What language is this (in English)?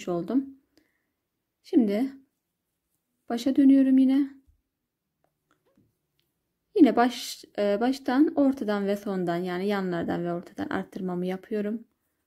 Turkish